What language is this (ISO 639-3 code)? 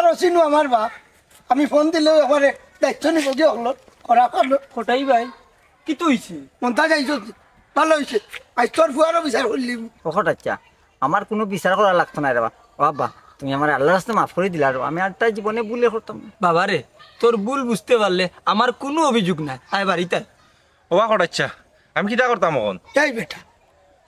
syl